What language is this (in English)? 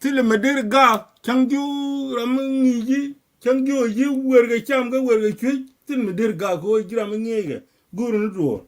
Nuer